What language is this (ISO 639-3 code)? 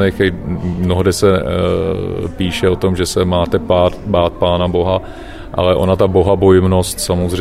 ces